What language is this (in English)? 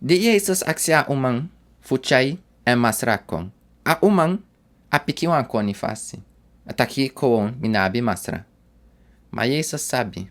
Sranan Tongo